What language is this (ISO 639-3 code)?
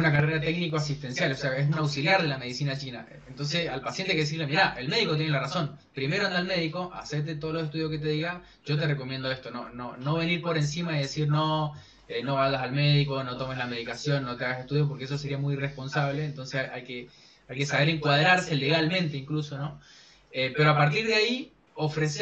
spa